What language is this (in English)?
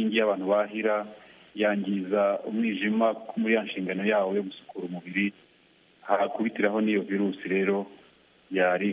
Kinyarwanda